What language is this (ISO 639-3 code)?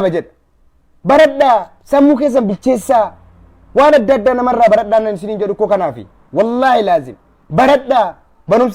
orm